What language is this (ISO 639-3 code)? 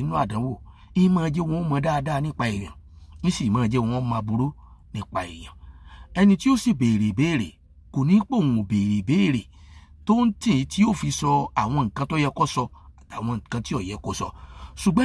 yor